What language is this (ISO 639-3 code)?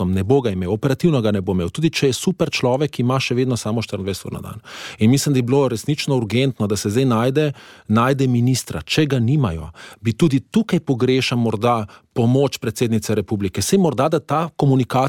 slv